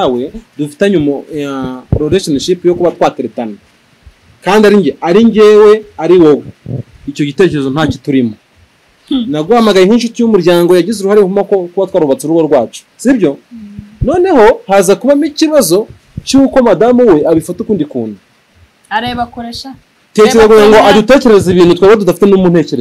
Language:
Kinyarwanda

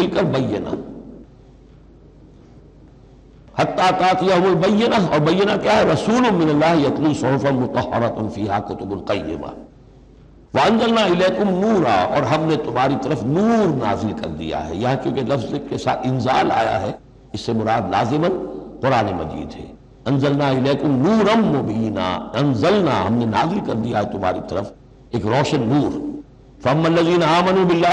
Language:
Urdu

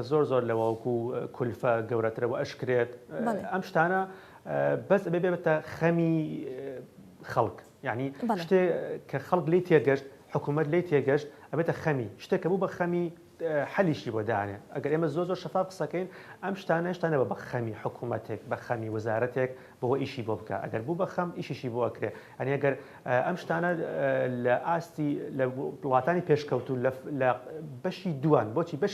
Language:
Central Kurdish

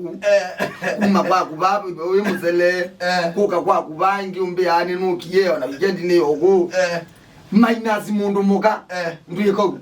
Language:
Kamba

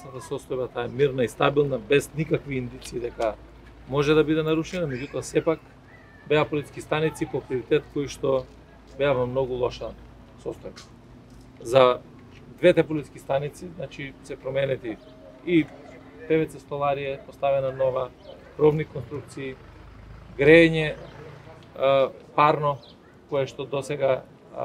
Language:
Macedonian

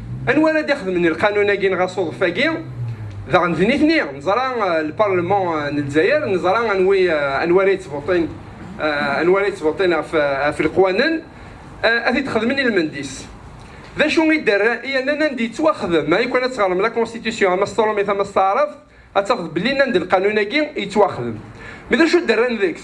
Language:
Kabyle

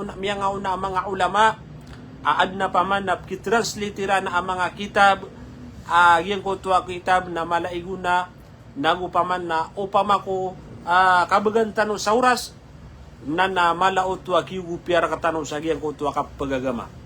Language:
Maranao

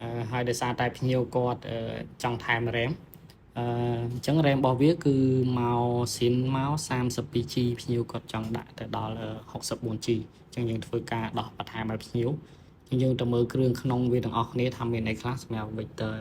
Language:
Khmer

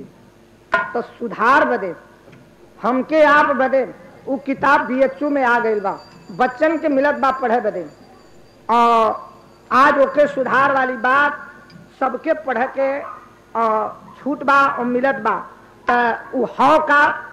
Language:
Bhojpuri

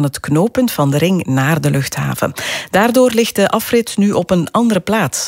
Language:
Dutch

